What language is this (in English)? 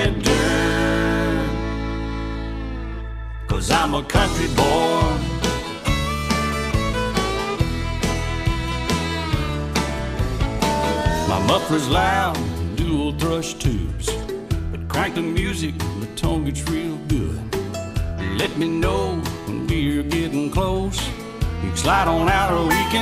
English